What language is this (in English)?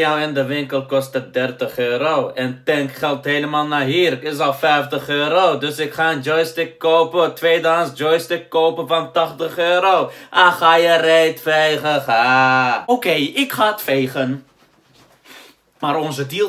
Dutch